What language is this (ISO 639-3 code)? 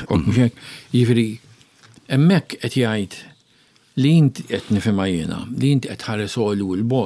mlt